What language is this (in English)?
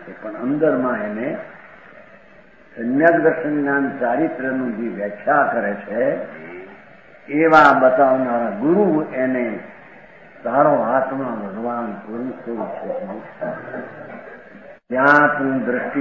Gujarati